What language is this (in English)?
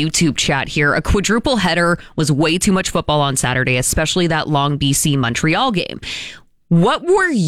English